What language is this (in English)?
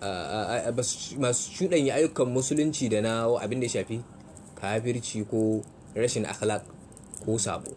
Hausa